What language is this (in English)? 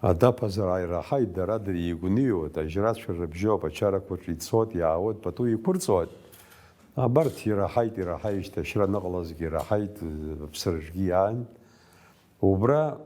Abkhazian